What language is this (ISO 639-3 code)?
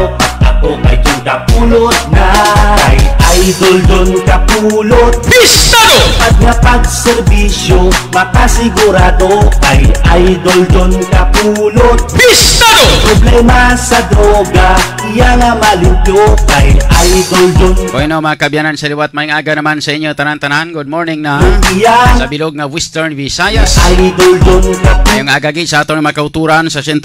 hil